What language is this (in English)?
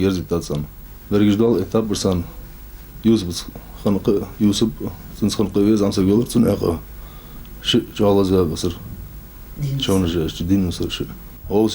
Ingush